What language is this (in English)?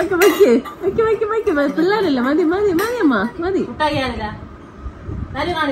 Malayalam